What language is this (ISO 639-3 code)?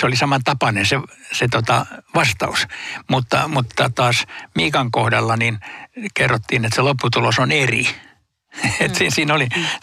fin